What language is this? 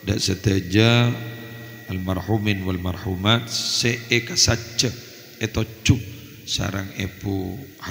Madurese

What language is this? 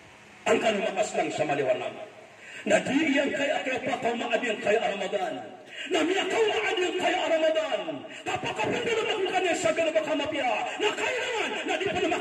Maranao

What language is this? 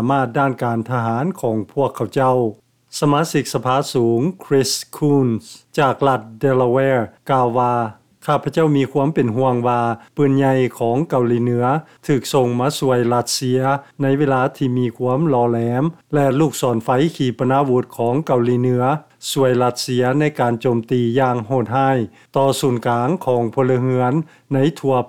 Lao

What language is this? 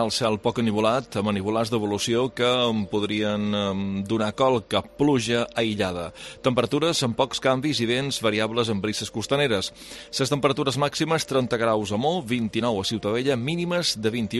Catalan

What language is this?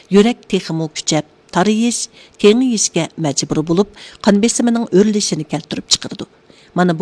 Uyghur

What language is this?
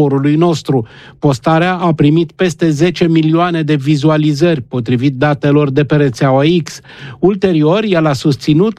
Romanian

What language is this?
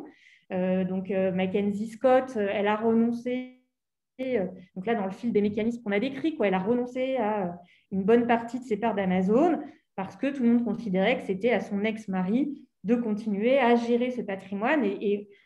French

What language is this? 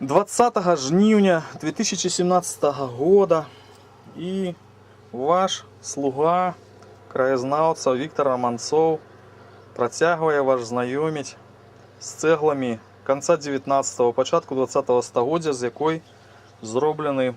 Belarusian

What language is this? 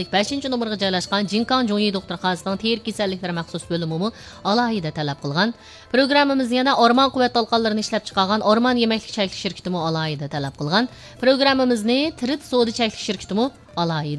Uyghur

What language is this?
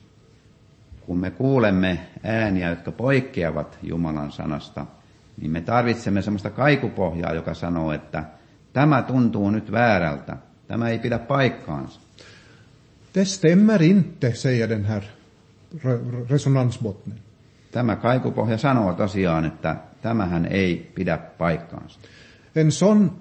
Finnish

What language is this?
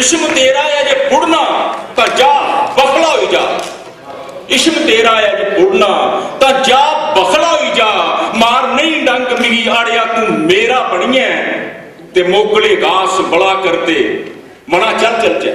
Dogri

